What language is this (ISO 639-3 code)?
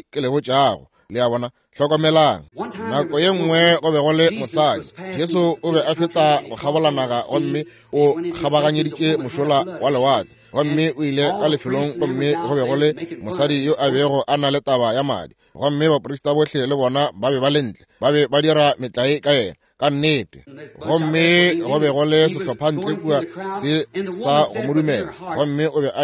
nso